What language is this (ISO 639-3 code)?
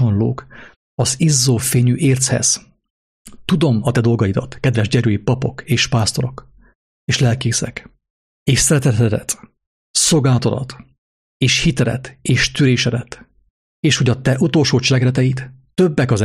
hun